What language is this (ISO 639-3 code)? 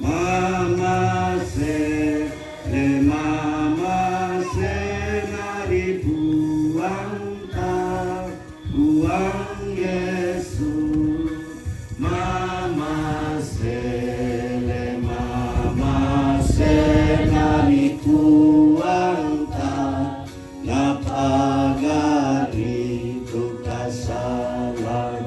sda